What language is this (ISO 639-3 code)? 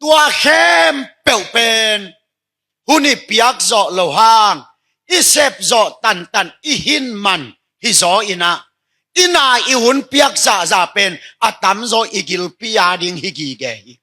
ctd